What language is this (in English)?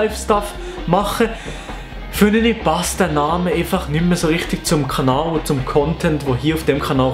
Swiss German